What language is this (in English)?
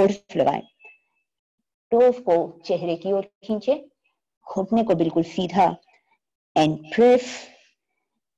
Hindi